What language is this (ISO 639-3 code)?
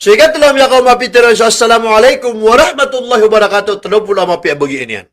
mrw